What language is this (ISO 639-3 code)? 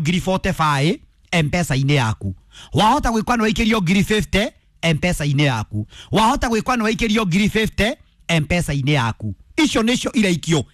kik